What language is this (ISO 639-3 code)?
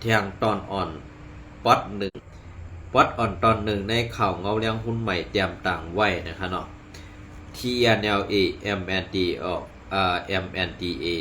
shn